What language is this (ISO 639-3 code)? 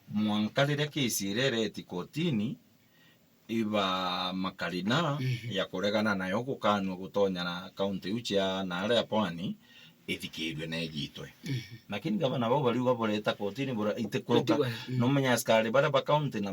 mer